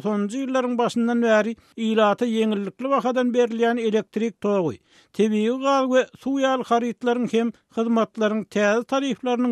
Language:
Turkmen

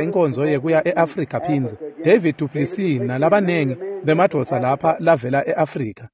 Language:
Swati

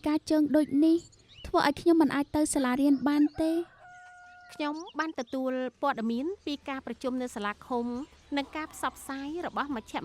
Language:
Khmer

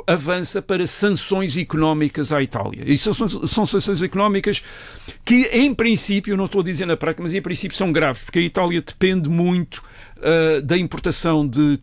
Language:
Portuguese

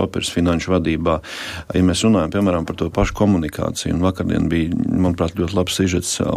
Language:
Latvian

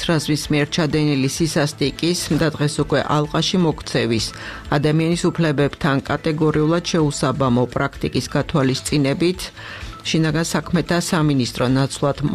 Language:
Georgian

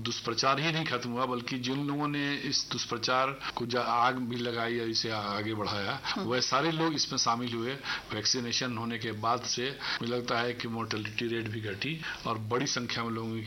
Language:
Hindi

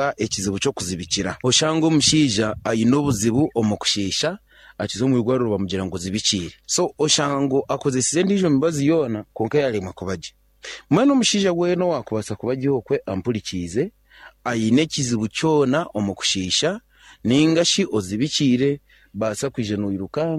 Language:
Nyankole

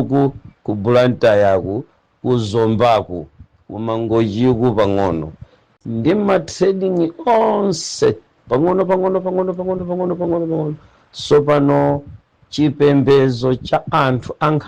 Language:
Nyanja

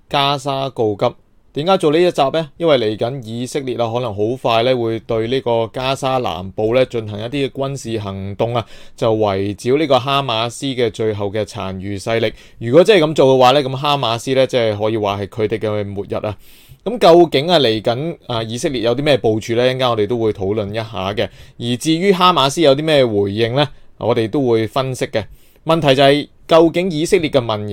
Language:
Cantonese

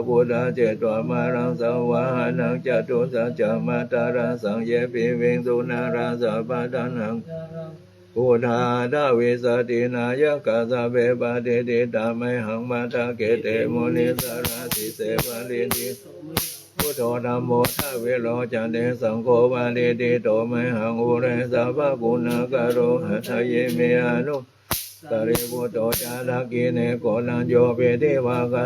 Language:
Pali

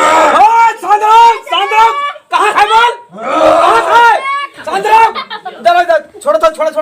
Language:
Awadhi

